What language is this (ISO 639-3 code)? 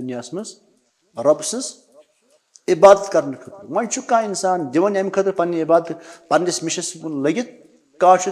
kas